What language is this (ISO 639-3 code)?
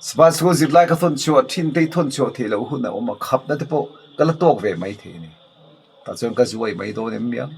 lus